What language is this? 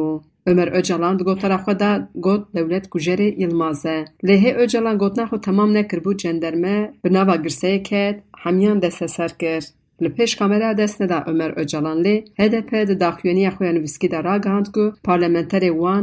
Kurdish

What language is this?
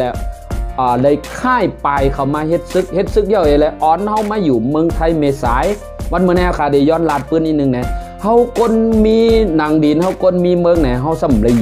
Shan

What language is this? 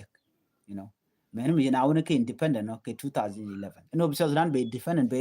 Nuer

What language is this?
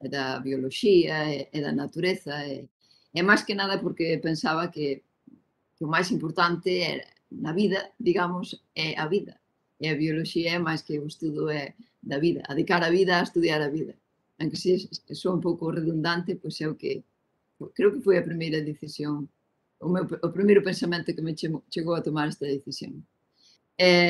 Galician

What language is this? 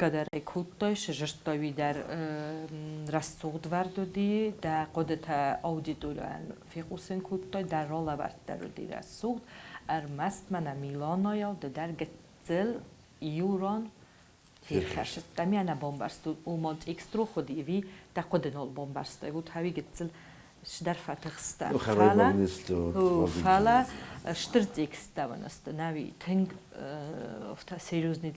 Ossetic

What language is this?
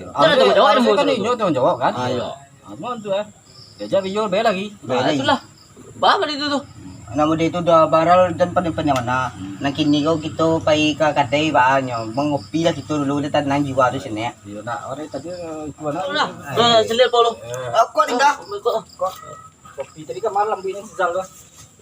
Minangkabau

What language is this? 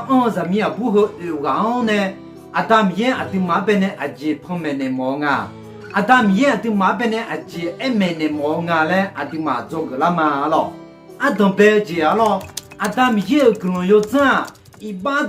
Akha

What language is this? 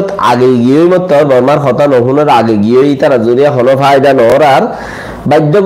Rohingya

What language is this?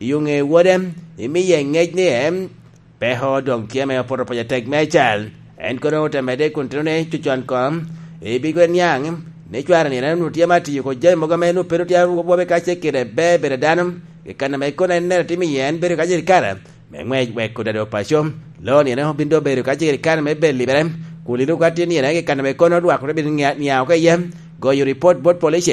Lango (Uganda)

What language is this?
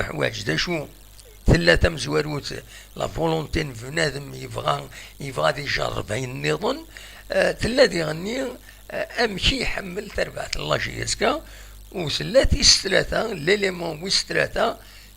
Kabyle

